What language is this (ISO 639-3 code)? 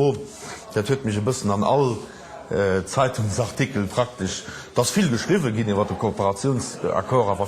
ltz